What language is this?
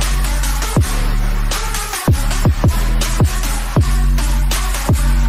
Dutch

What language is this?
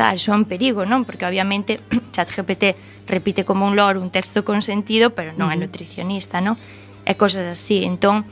Galician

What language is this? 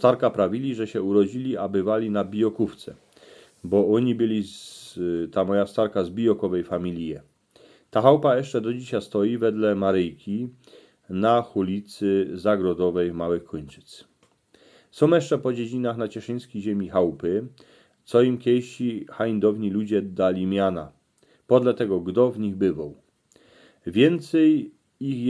Silesian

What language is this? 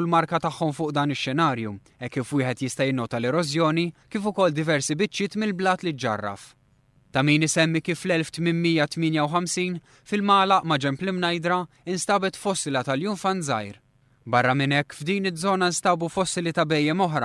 Maltese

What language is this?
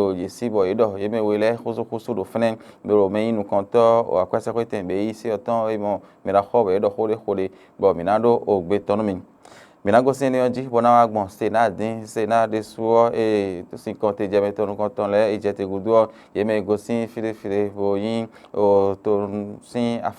Fon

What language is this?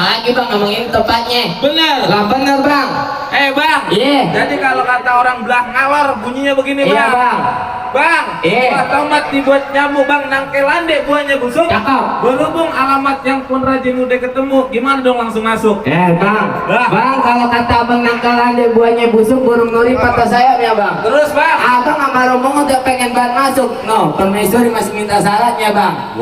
Betawi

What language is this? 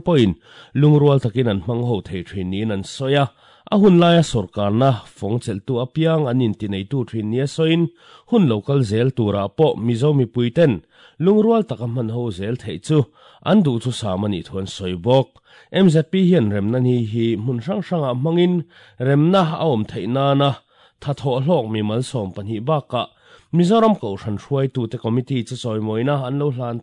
Mizo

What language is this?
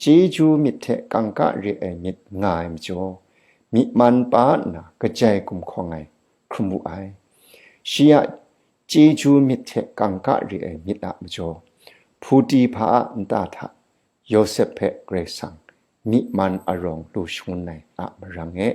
Kachin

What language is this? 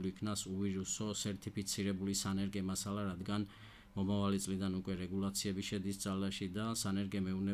Georgian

